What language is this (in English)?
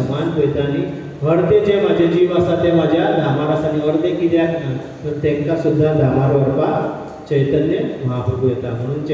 Konkani